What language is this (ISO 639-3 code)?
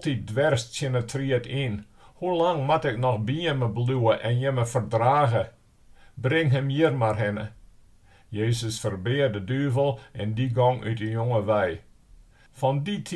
fry